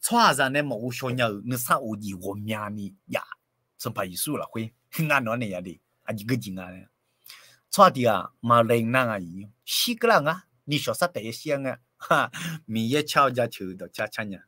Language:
Akha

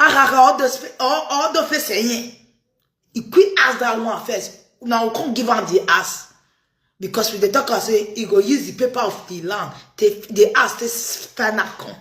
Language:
Nigerian Pidgin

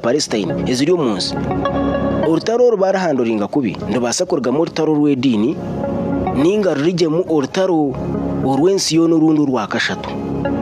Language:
Kinyarwanda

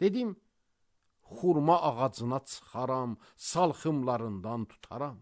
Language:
Azerbaijani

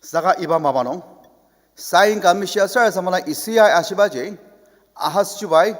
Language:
Ao Naga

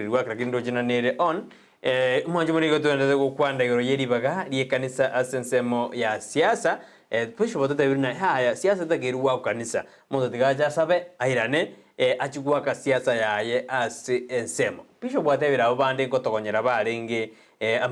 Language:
Gusii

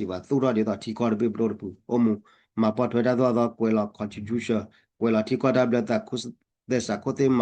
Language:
S'gaw Karen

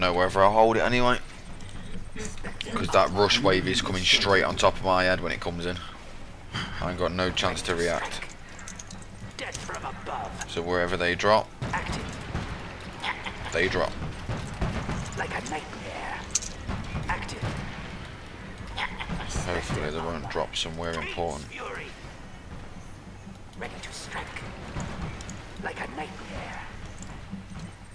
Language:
English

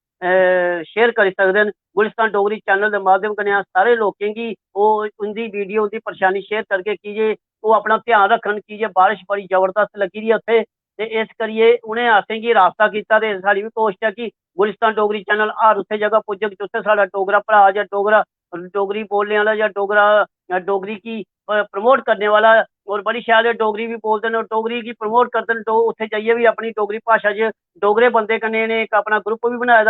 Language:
Dogri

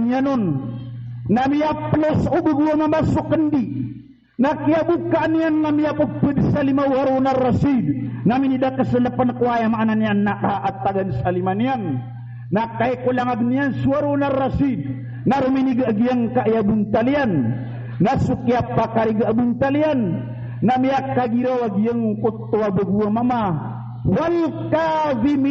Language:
Maranao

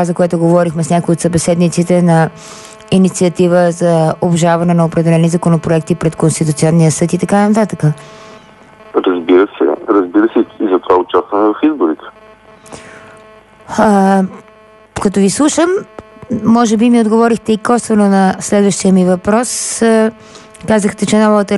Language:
Bulgarian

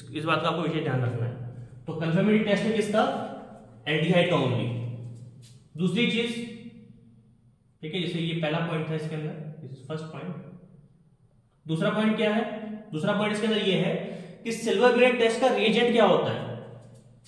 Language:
Hindi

